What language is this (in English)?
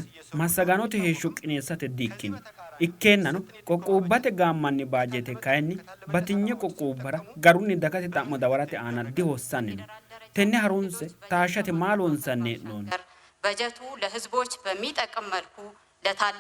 Sidamo